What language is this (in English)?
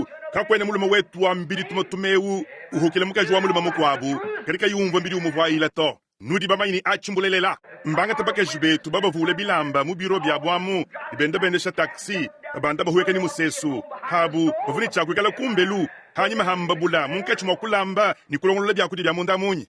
Luba-Lulua